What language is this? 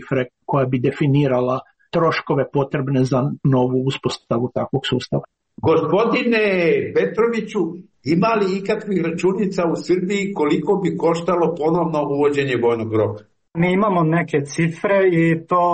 Croatian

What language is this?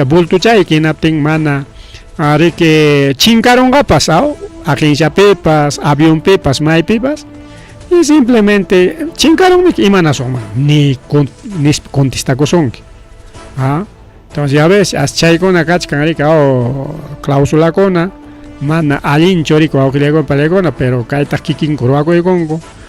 Ayacucho Quechua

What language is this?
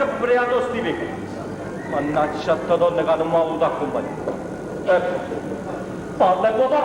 Neapolitan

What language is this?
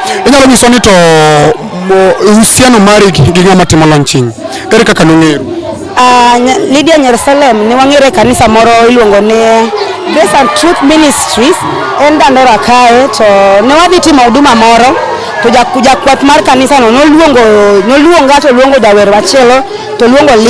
Luo (Kenya and Tanzania)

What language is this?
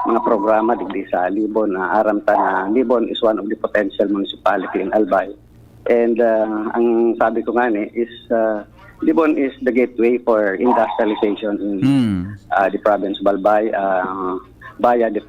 Bikol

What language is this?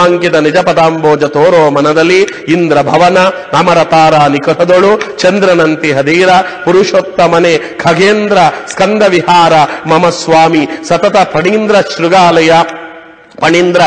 Kannada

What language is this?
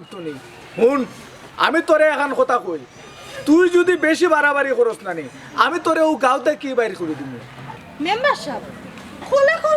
Sylheti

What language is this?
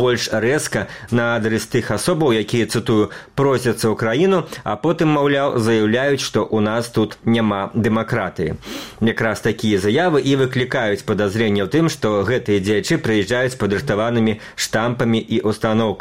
Belarusian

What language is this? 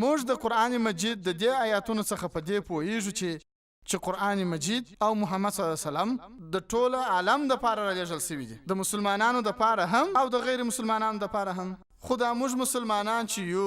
Pashto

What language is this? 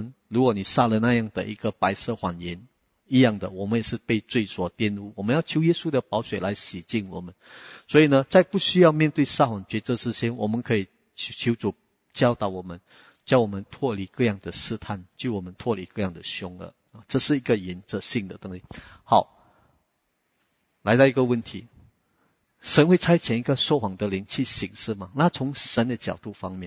Chinese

